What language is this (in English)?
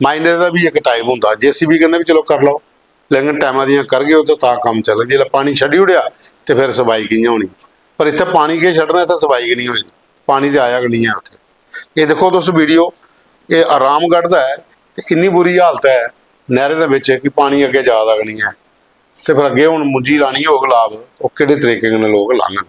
Dogri